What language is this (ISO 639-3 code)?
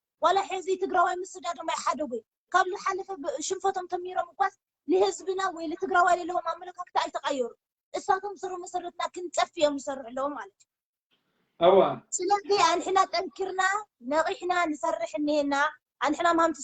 tir